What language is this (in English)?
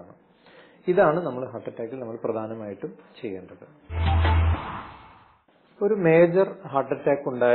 Malayalam